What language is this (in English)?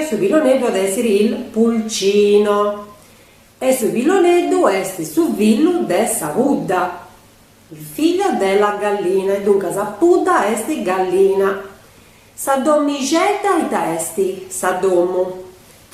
Sardinian